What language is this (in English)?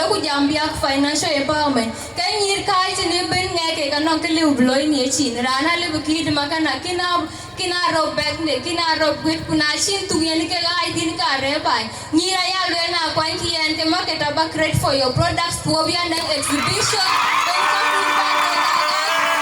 Dinka